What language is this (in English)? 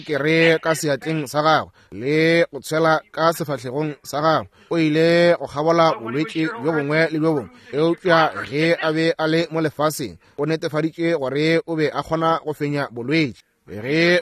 Northern Sotho